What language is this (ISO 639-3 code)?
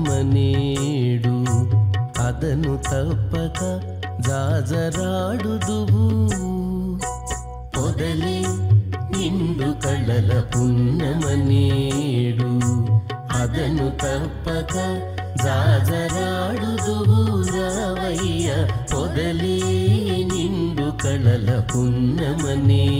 tel